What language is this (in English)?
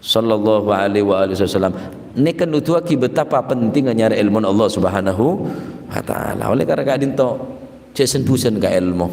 Madurese